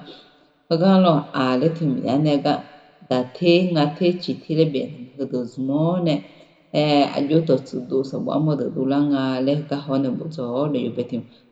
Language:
Akha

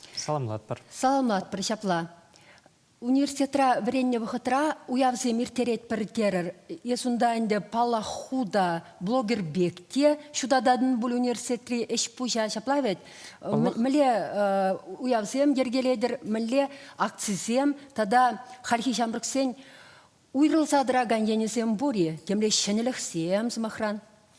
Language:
Chuvash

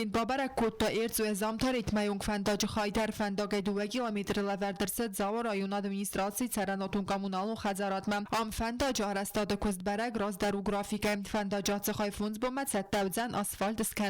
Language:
Ossetic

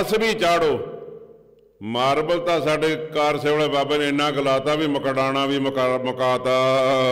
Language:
Punjabi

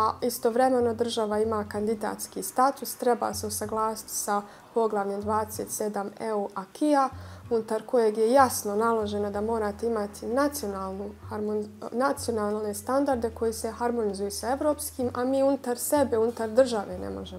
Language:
Bosnian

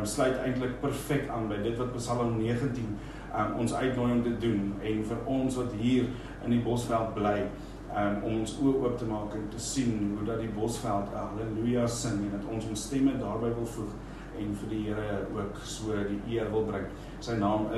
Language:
Afrikaans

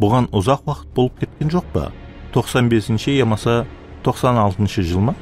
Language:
Kara-Kalpak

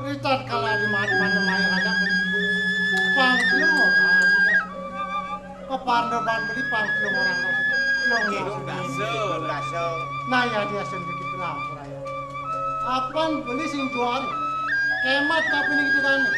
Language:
Balinese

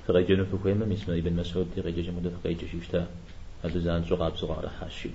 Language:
Kabardian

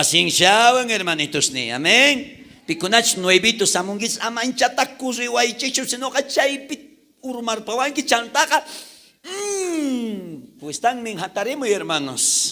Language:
South Bolivian Quechua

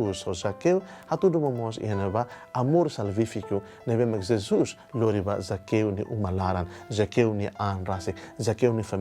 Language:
Tetum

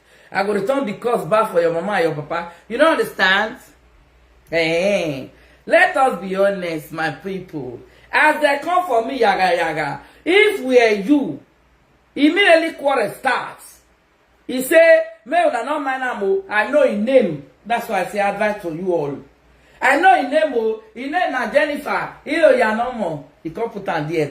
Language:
Nigerian Pidgin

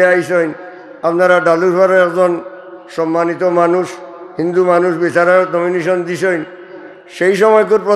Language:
Sylheti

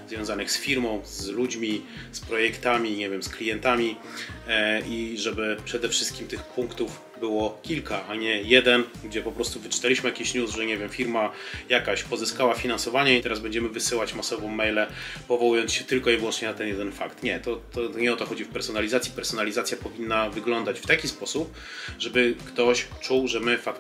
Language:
Polish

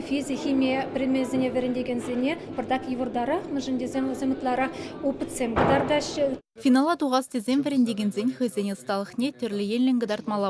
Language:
Chuvash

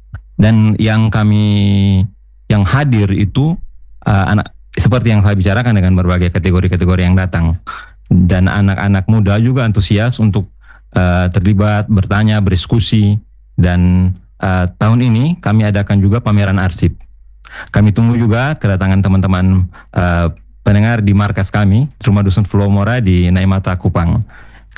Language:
Indonesian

